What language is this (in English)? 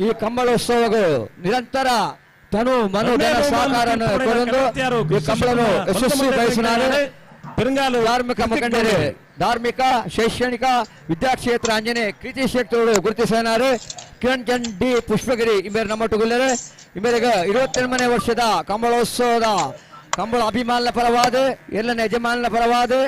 Tulu